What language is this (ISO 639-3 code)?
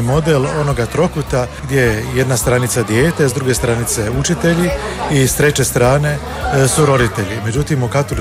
hrv